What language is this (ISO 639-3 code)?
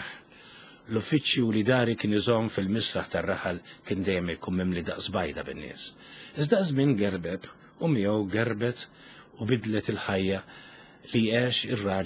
mlt